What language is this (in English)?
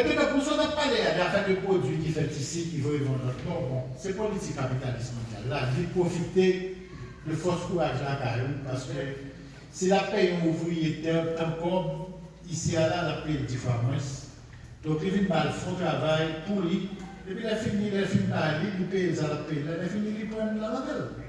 Haitian Creole